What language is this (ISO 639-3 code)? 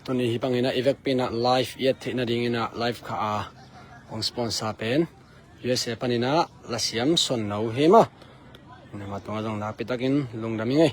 ctd